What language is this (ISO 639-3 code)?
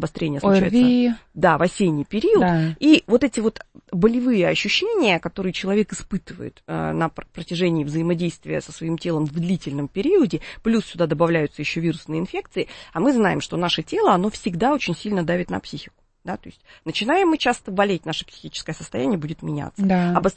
rus